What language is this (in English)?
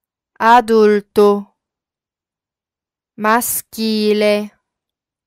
Italian